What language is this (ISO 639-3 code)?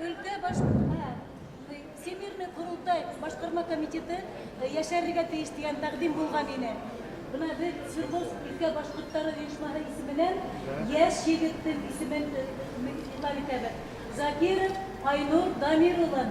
bak